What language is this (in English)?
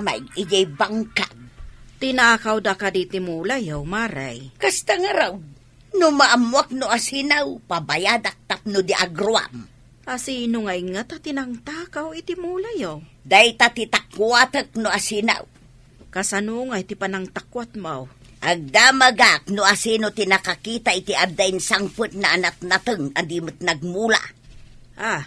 Iloko